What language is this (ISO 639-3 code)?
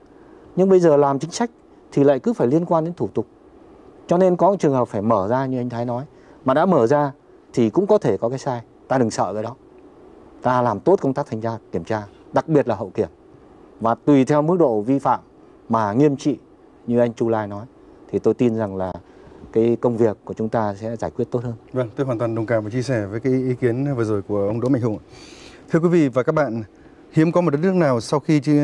vie